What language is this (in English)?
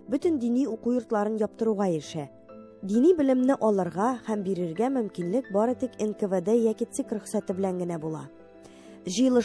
Tatar